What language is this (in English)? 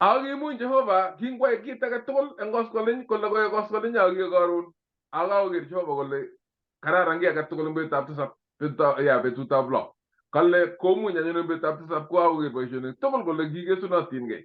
Kalenjin